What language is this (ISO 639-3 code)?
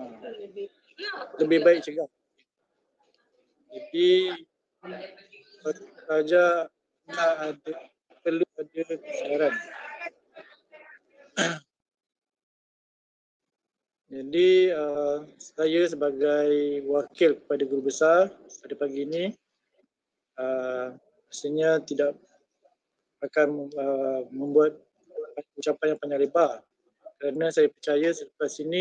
msa